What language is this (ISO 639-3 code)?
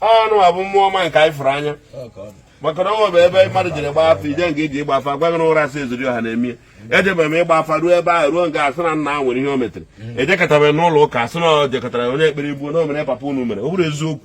ibo